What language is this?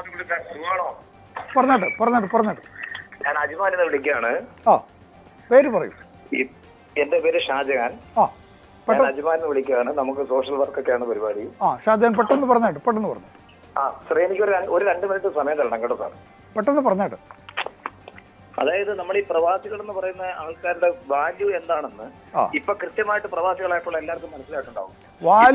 Malayalam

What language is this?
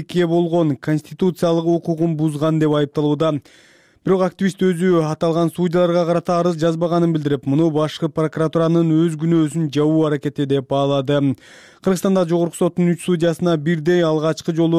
Kyrgyz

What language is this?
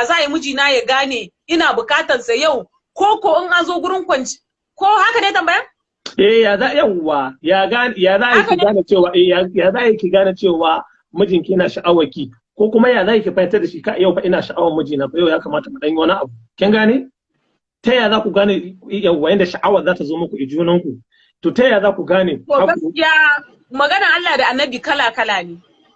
Hausa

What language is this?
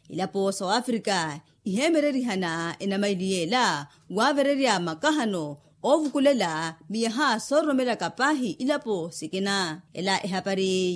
Makhuwa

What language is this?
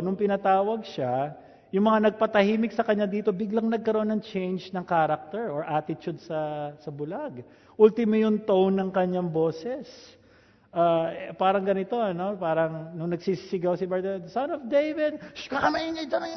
Filipino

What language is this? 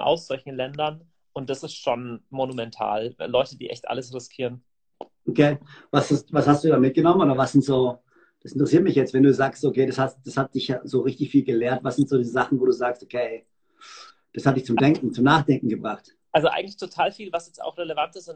German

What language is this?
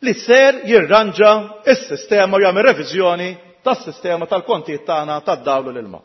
Maltese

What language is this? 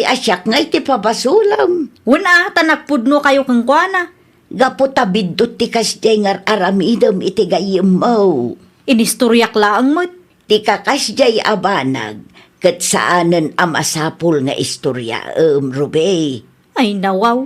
Iloko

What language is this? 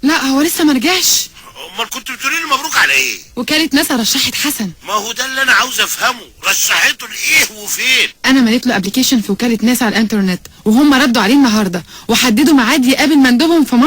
Egyptian Arabic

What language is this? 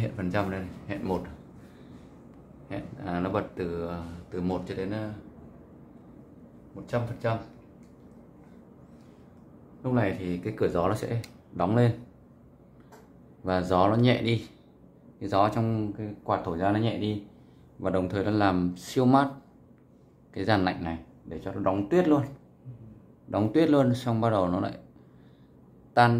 Vietnamese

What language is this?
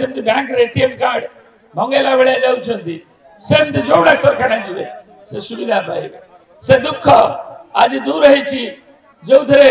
Odia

